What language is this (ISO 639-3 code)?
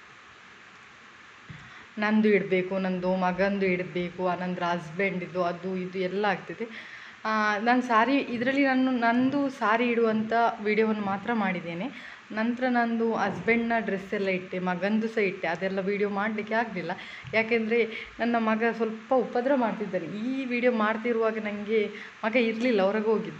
kan